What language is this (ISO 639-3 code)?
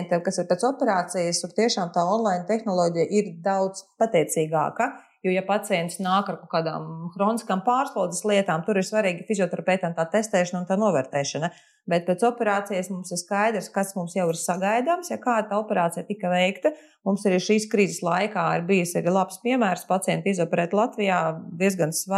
lav